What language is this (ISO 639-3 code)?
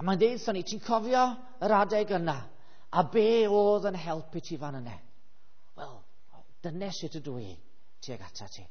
cym